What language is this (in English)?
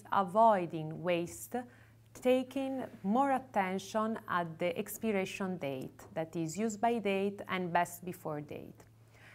English